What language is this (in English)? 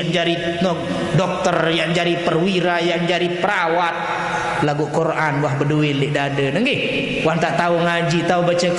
Sasak